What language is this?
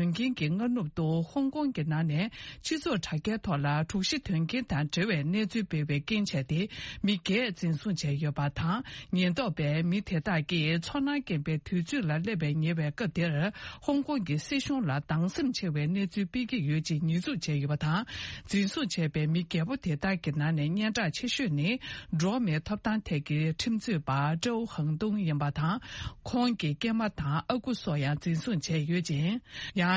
Tibetan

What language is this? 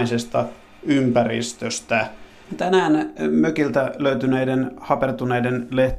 Finnish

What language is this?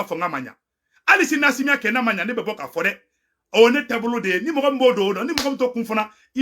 Bambara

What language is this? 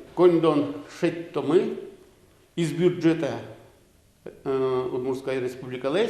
Udmurt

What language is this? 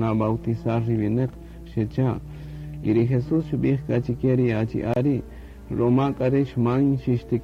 Kaqchikel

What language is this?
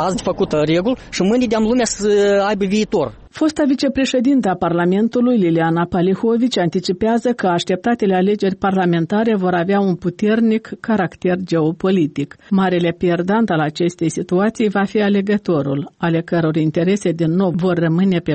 Romanian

